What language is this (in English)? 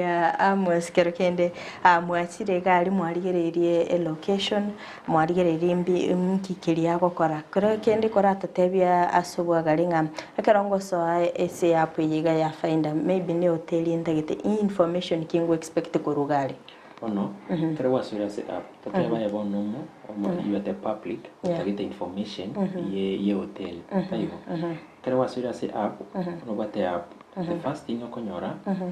Gusii